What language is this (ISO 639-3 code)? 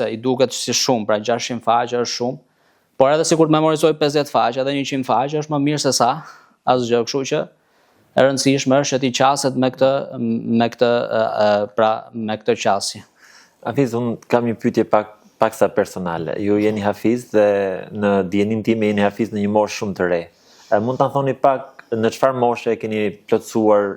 sqi